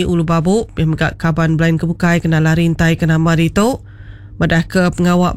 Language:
Iban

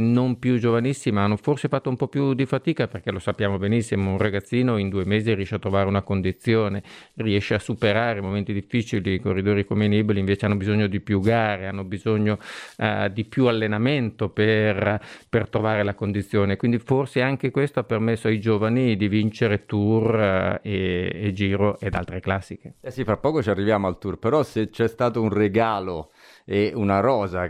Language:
Italian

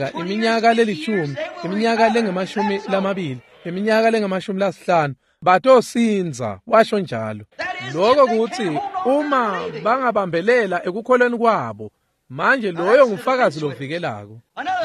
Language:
Swati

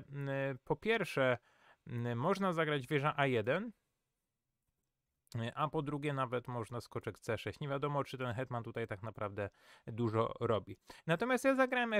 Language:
Polish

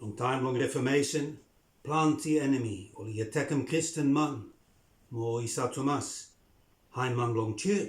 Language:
Bislama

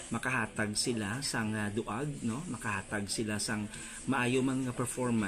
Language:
Hiligaynon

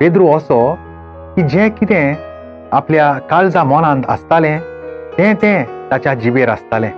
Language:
Konkani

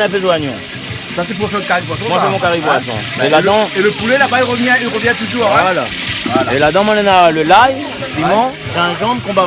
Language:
Réunion Creole French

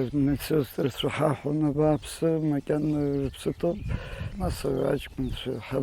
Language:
Abkhazian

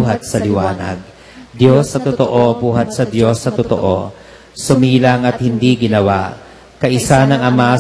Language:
Filipino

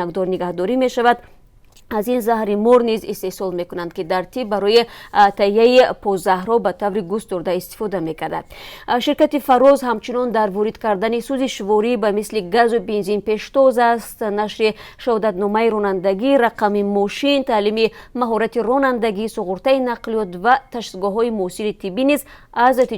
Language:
Tajik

